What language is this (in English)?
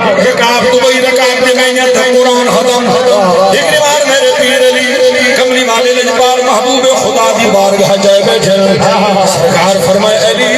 Saraiki